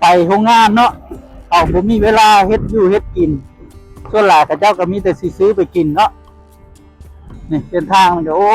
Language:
Lao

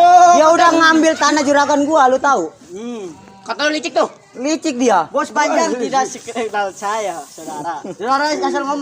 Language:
Betawi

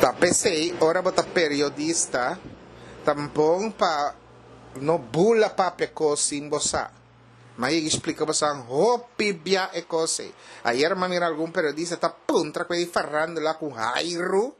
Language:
Papiamento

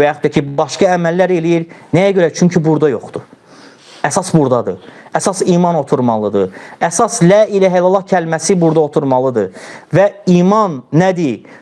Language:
Azerbaijani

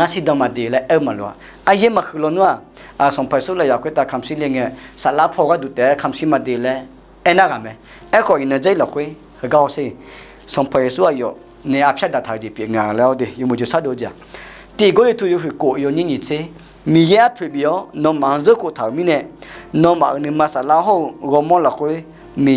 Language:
Akha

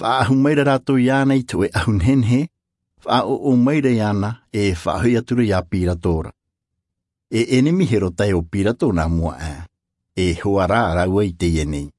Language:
Tahitian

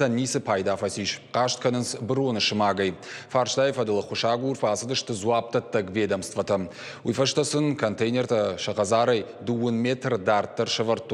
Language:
Ossetic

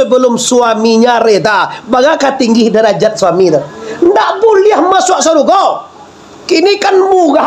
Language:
Minangkabau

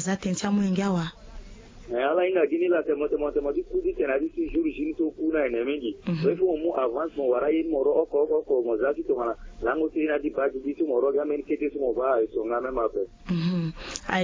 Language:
Sango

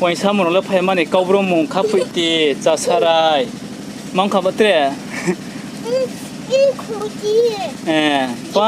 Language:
Riang (India)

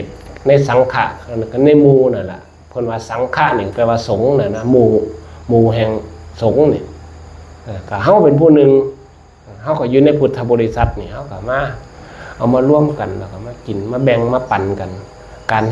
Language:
Northeastern Thai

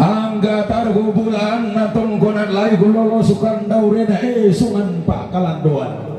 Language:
Toraja-Sa'dan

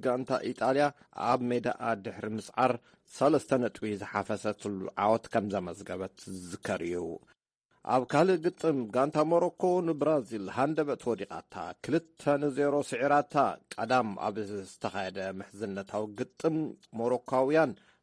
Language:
Tigrinya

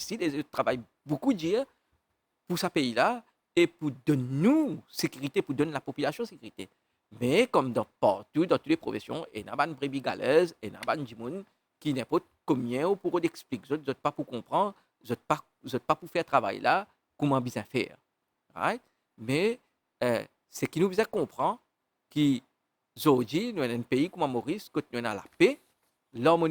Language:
Morisyen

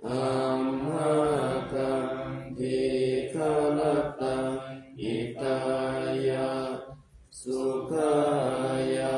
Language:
Pali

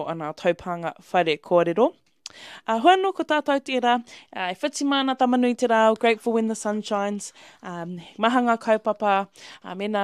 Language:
Māori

